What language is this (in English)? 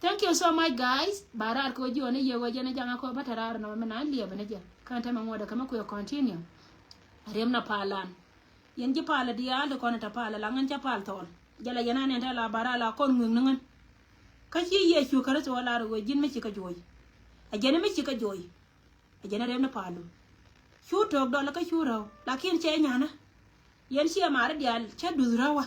Nuer